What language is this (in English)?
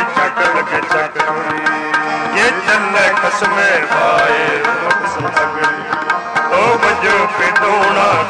Punjabi